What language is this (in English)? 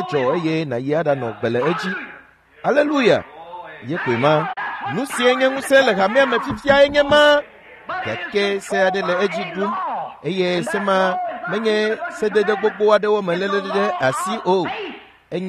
Ewe